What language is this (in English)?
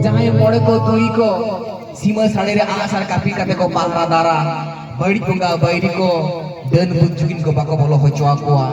Santali